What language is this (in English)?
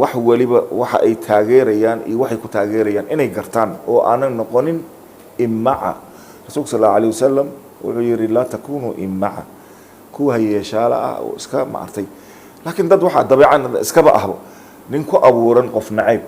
Somali